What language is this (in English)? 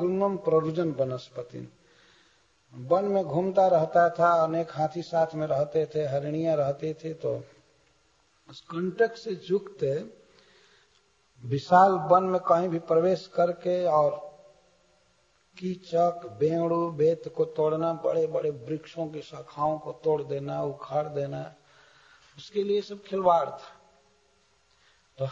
Hindi